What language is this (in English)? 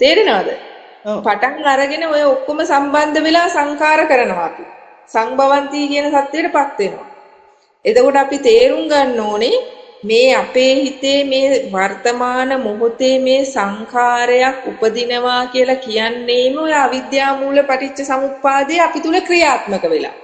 Sinhala